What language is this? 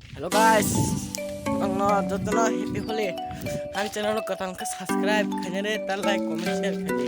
Kok Borok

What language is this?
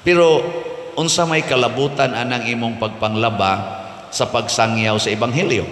Cebuano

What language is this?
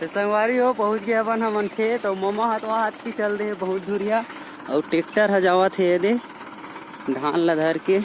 Chhattisgarhi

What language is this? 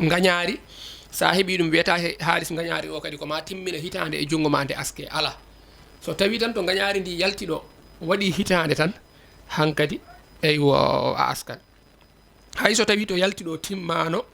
Fula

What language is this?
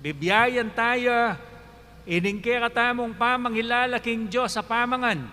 Pampanga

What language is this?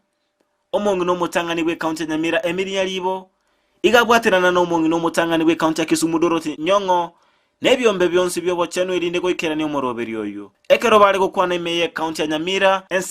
Gusii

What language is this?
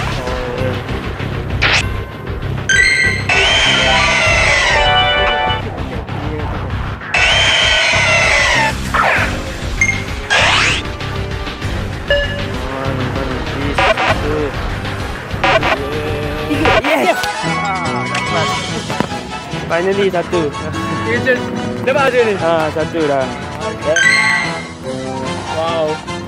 Malay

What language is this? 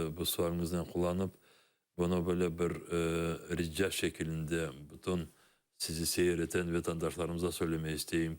Crimean Tatar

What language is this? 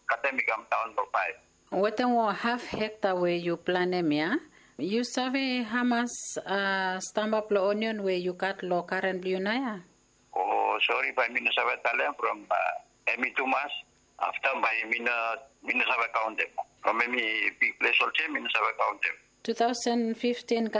Bislama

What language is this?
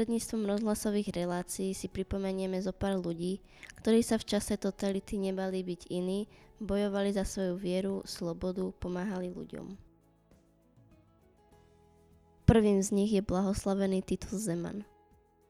Slovak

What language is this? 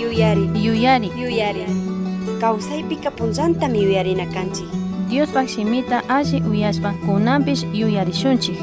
Chimborazo Highland Quichua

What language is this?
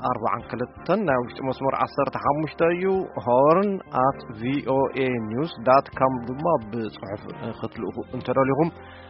Tigrinya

